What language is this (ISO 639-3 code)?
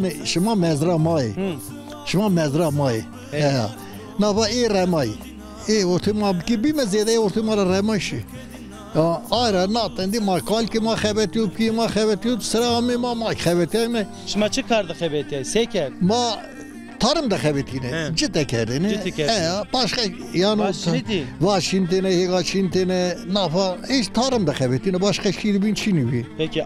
zza